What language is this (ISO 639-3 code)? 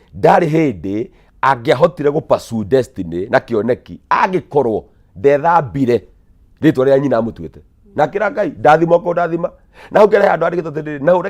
kik